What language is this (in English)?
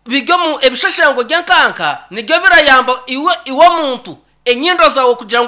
Nyankole